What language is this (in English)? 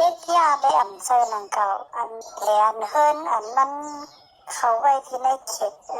Shan